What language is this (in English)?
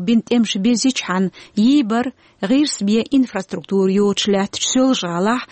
Chechen